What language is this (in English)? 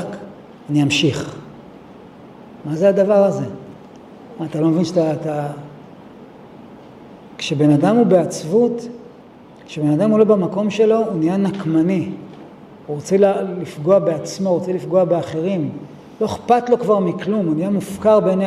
Hebrew